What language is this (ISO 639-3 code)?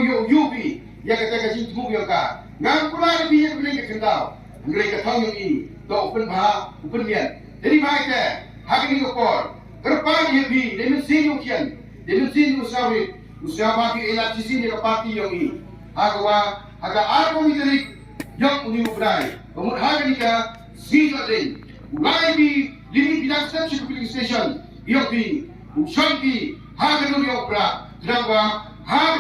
kha